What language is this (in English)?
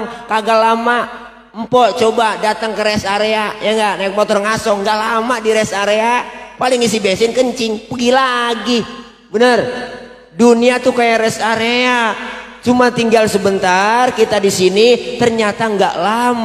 Betawi